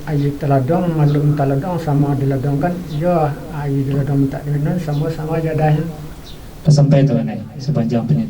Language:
Minangkabau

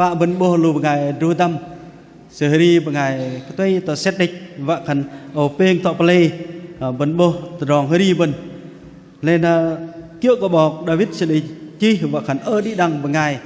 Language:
Bahnar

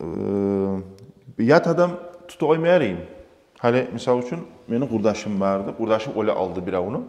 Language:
Kumyk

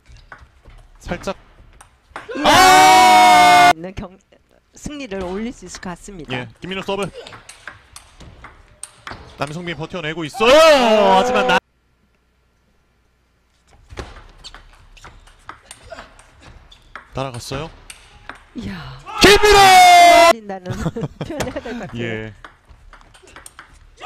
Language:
Korean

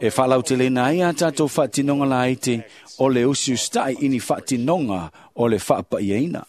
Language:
Samoan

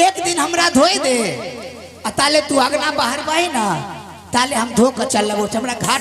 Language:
Maithili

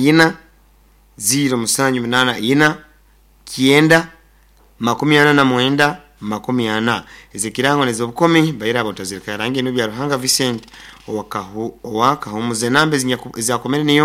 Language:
Nyoro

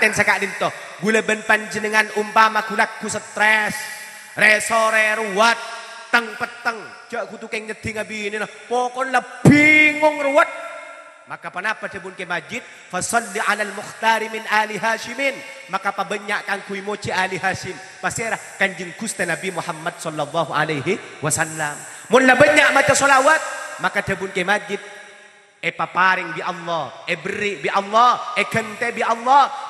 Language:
Madurese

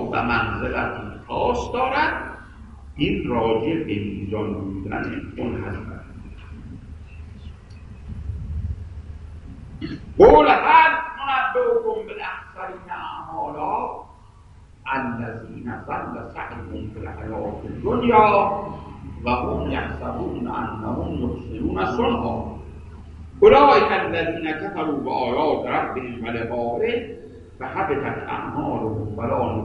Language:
Persian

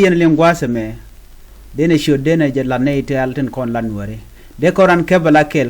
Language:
Nuer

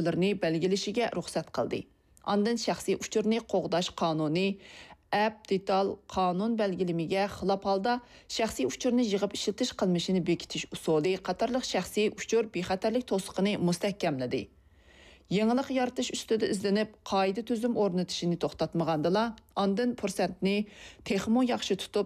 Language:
Uyghur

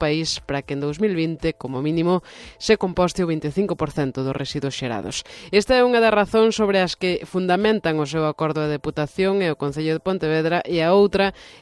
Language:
Galician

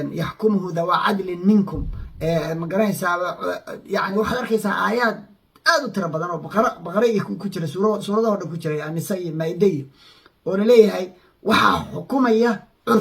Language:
Somali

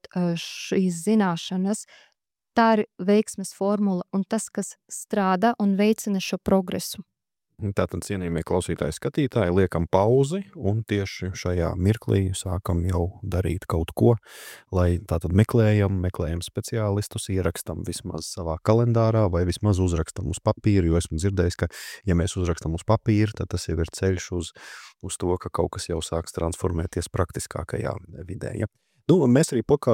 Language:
Latvian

